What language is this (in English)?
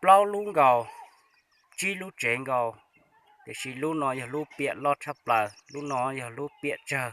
Hmong